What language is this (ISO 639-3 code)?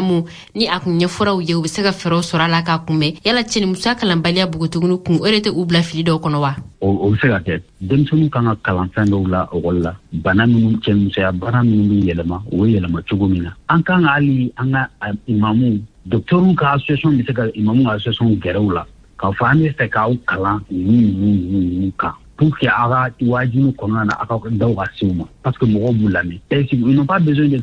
bam